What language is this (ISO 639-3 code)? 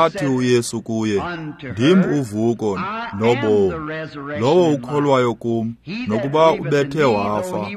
xho